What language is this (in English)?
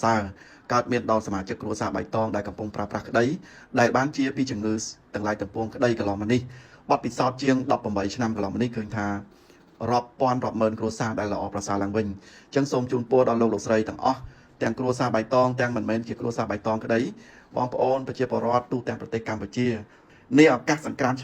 Khmer